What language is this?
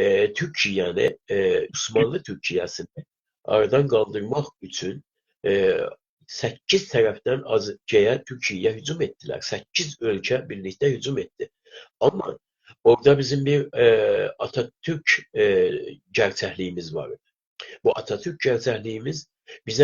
South Azerbaijani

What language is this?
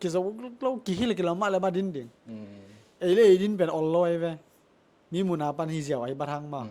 Tedim Chin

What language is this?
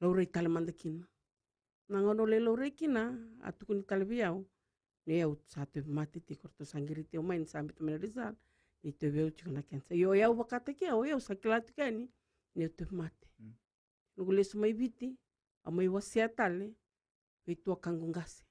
Fijian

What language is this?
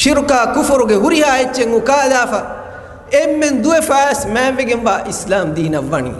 Divehi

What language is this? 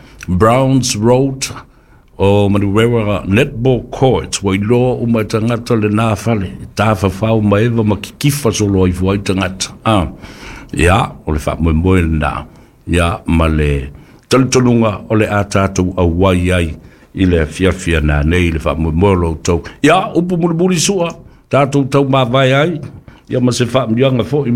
Samoan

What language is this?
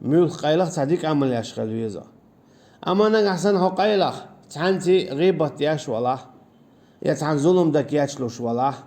Chechen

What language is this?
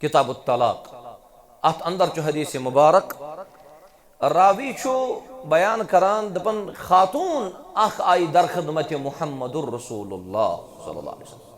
Kashmiri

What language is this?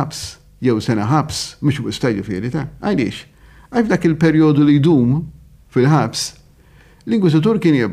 Maltese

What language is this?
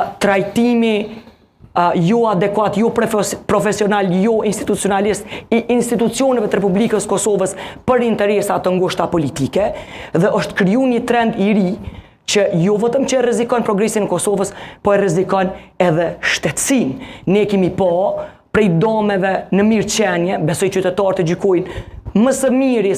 Albanian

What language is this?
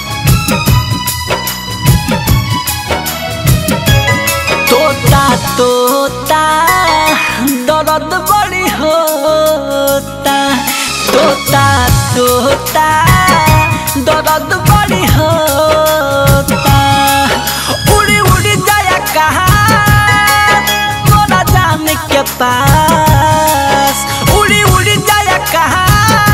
Bhojpuri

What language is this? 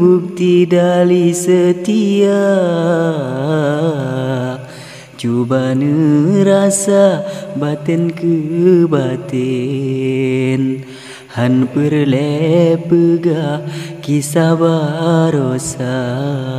Achinese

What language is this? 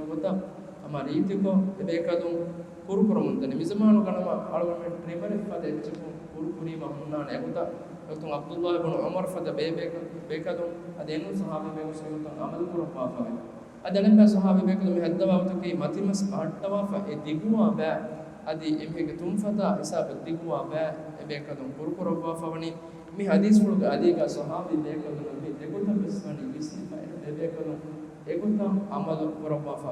Divehi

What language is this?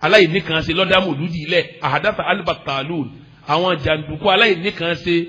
Yoruba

